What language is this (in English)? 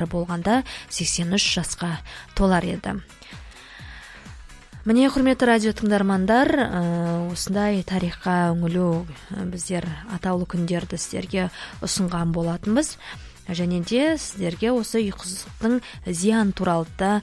Kazakh